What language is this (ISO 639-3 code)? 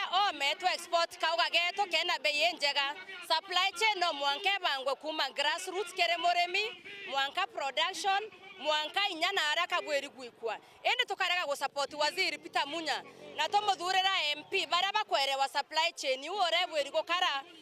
mer